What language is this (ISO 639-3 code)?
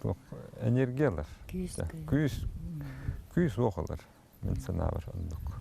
sah